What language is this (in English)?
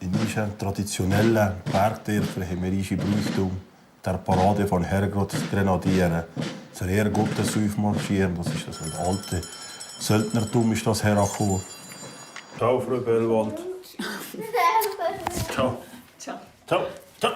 Swiss German